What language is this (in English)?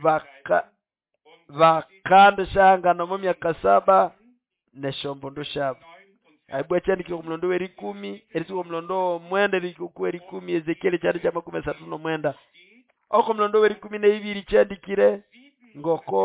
Nande